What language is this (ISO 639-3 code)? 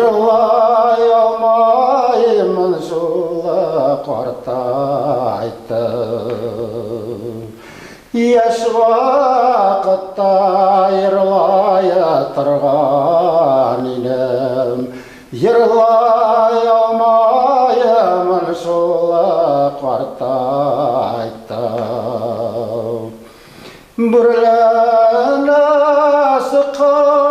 bak